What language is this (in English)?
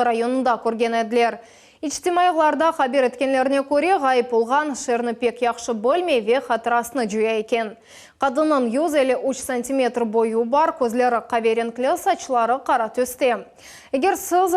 Crimean Tatar